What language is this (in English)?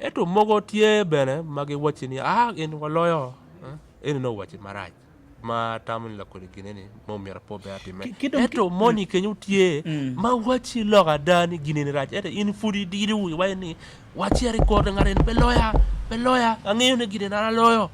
Acoli